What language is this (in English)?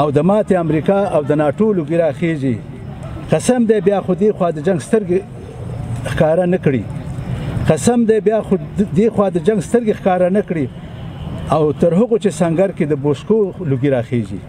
Pashto